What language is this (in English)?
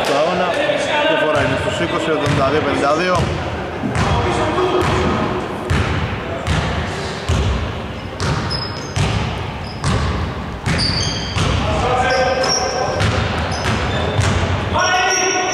Greek